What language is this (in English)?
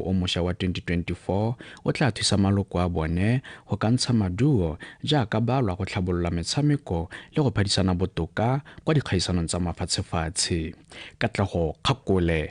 Tswana